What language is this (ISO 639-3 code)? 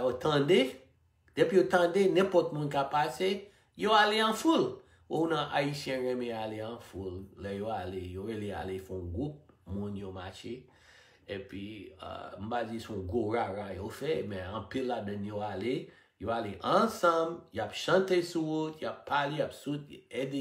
hat